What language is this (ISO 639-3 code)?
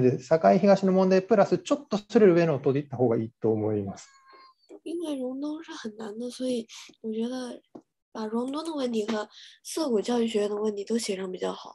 jpn